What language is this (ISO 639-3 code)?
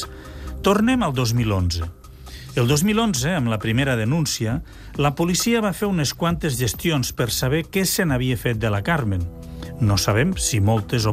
cat